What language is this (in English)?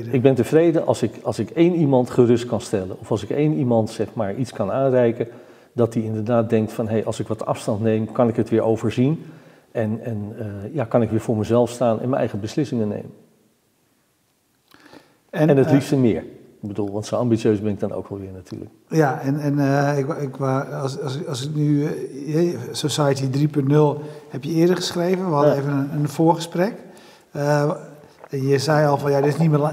Dutch